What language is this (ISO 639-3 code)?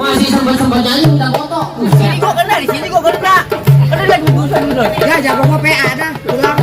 bew